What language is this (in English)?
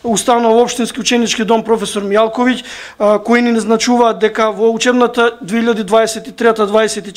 Macedonian